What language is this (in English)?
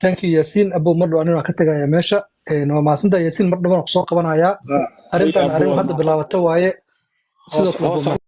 Somali